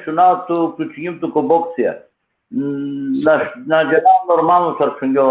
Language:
Balkan Romani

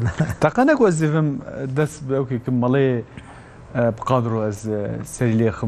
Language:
Kurdish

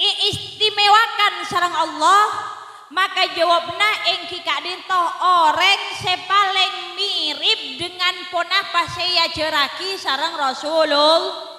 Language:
Madurese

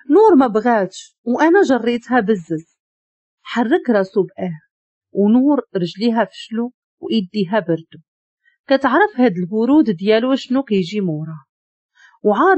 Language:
Moroccan Arabic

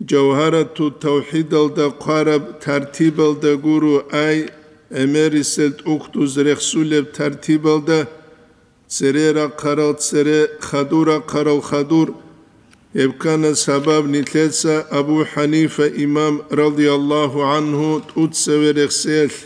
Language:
Avaric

